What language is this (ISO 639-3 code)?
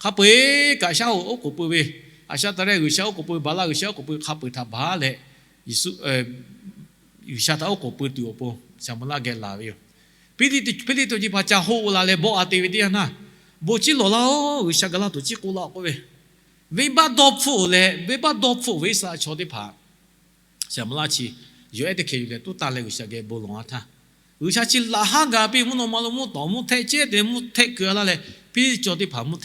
lhu